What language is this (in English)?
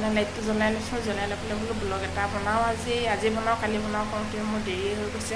Assamese